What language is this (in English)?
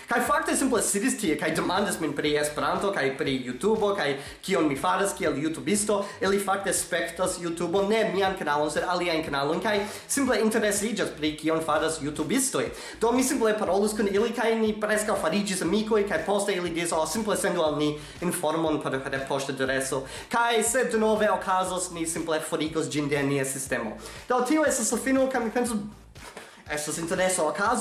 Esperanto